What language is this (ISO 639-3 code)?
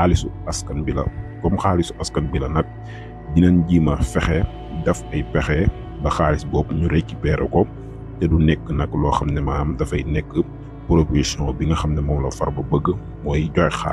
wol